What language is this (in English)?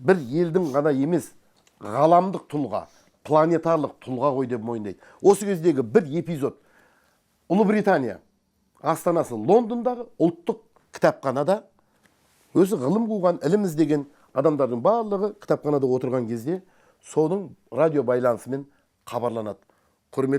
Kazakh